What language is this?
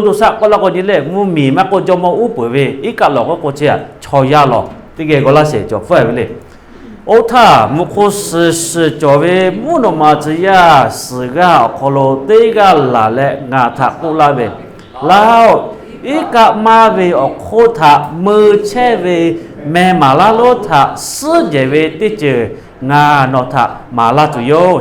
Lahu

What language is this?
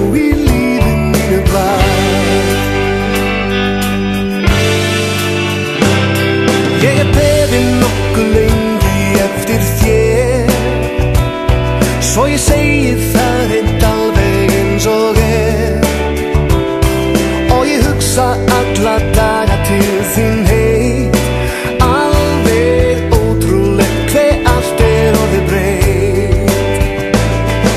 Icelandic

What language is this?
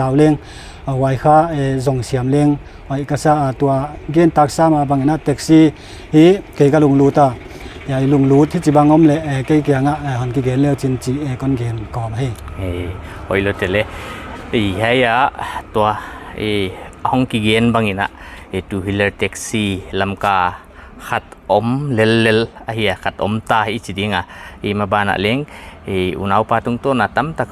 Paite Chin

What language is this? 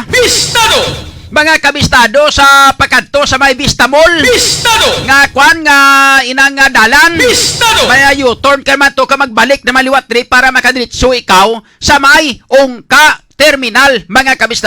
Hiligaynon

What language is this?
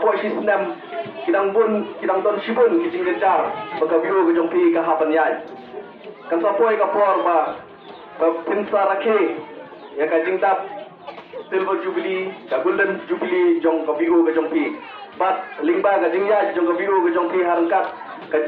Khasi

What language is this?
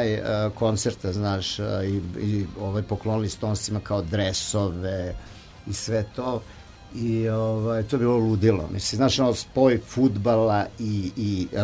Serbian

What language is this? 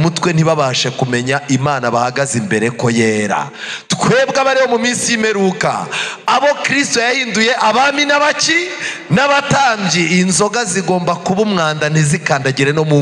Kinyarwanda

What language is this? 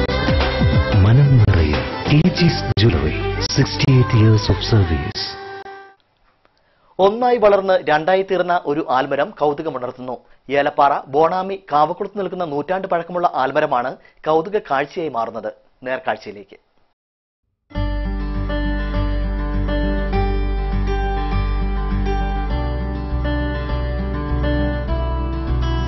Malayalam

